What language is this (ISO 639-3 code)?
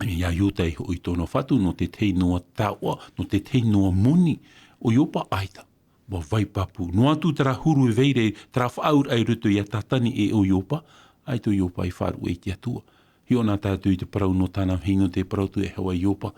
tah